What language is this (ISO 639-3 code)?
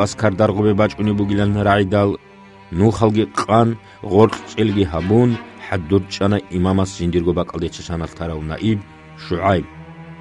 ava